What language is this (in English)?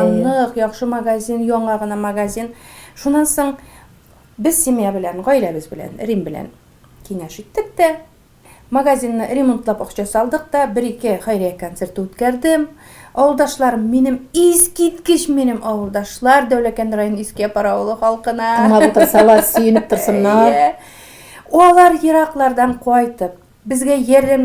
Tatar